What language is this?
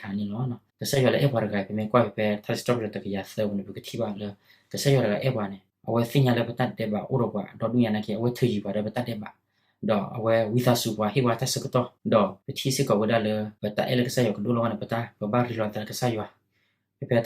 S'gaw Karen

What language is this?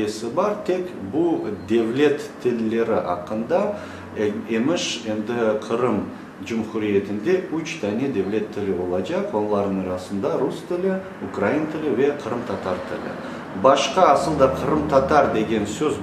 Crimean Tatar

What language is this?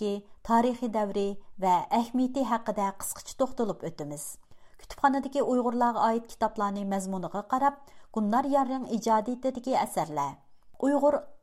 Uyghur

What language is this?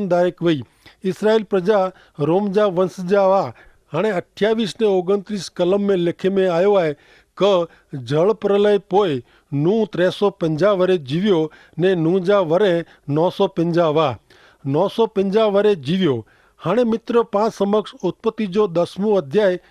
Kachhi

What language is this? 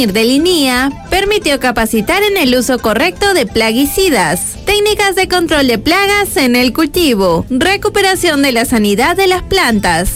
Spanish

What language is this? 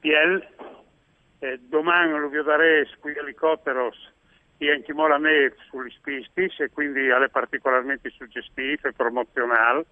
Friulian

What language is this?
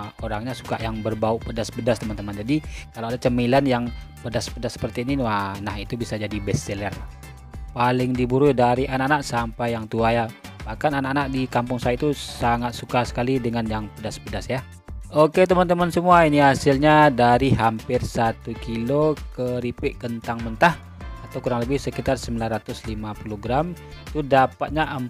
Indonesian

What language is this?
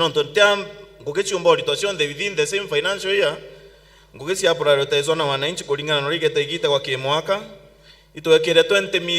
Meru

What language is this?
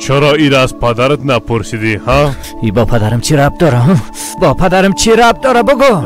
Persian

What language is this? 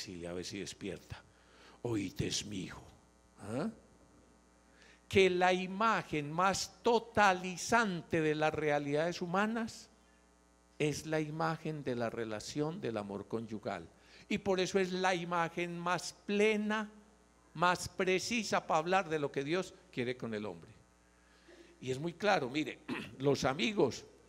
Spanish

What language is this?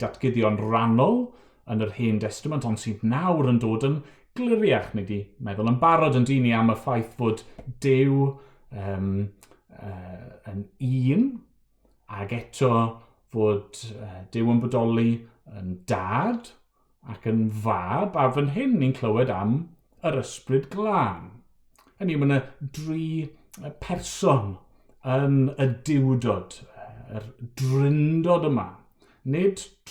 Welsh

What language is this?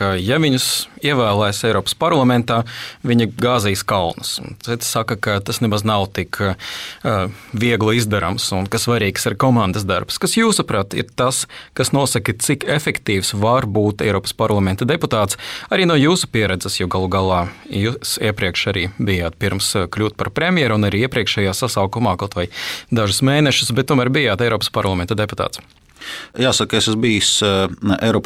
Latvian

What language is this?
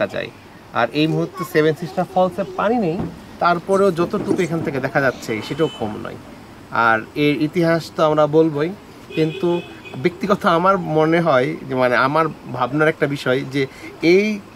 Bangla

